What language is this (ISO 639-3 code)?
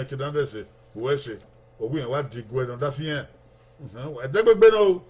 bin